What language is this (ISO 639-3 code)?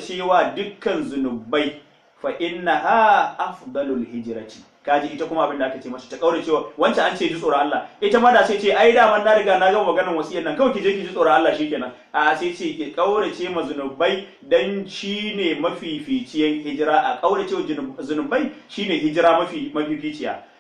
hau